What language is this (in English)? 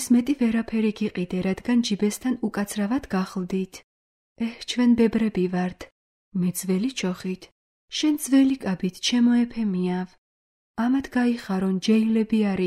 Georgian